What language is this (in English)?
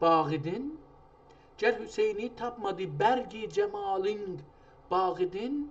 South Azerbaijani